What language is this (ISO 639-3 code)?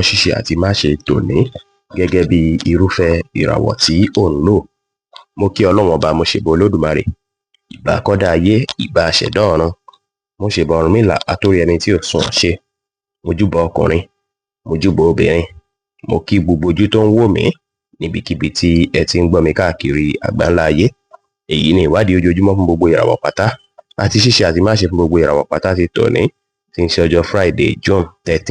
yor